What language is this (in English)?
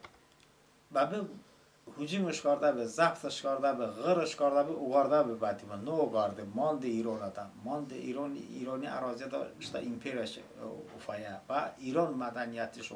Talysh